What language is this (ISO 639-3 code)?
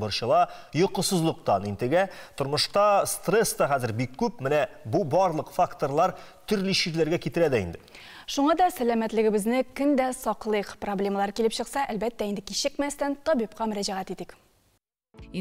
tat